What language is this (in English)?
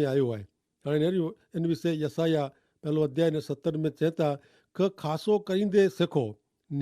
Kachhi